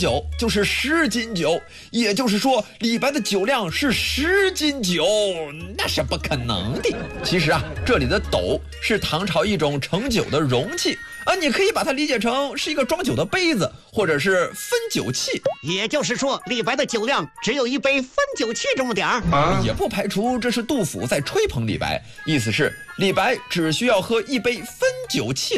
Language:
Chinese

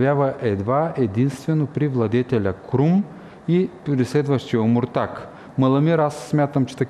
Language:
Bulgarian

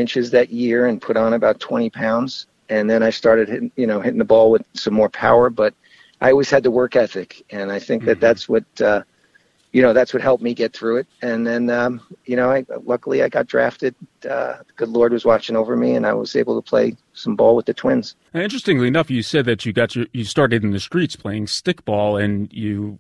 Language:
English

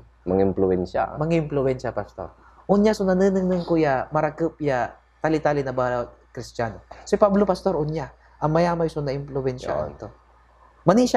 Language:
Pangasinan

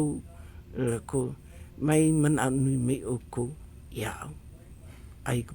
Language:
Hawaiian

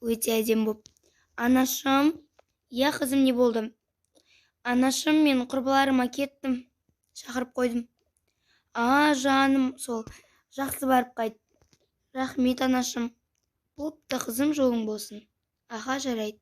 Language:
Kazakh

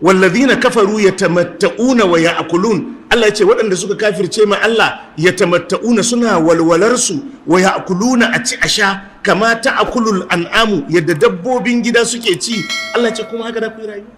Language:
Hausa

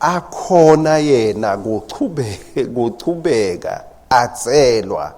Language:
Swati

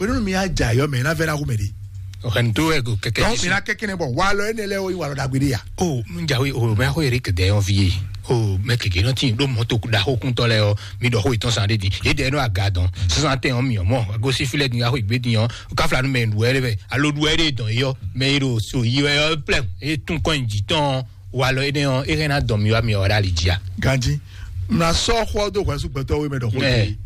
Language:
Fon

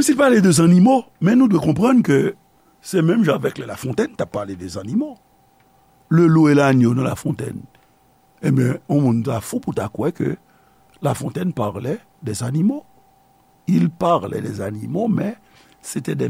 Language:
Haitian Creole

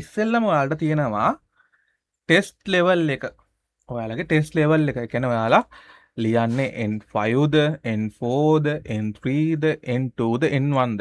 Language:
Sinhala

